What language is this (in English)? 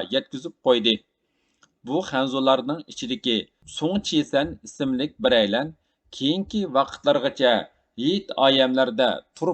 Uyghur